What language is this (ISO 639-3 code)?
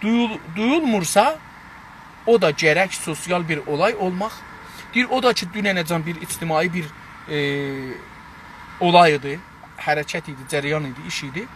azb